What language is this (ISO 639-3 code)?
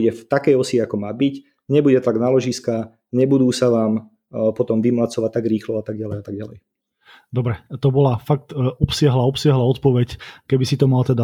slk